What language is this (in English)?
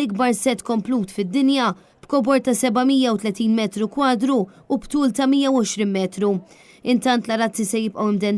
Maltese